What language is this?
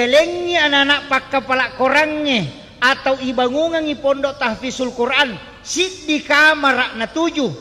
Buginese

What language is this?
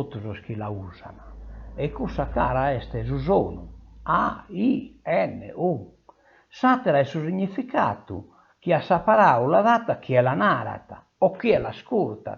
Sardinian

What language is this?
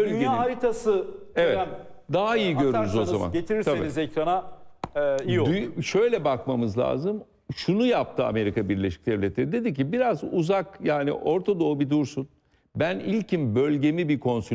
Turkish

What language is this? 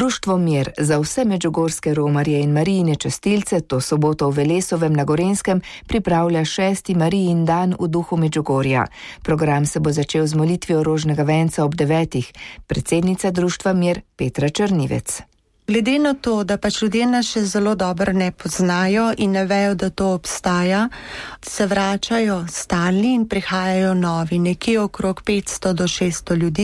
Slovenian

